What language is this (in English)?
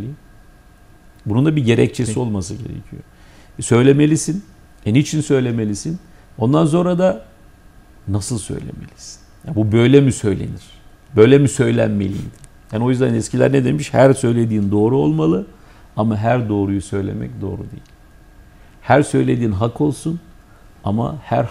Turkish